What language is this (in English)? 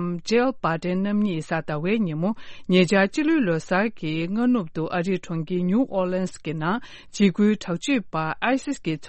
Tibetan